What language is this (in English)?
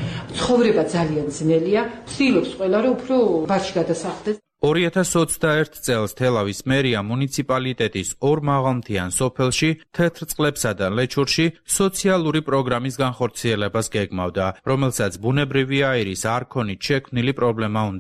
Georgian